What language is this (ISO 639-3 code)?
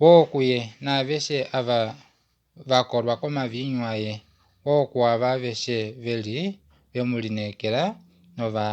kua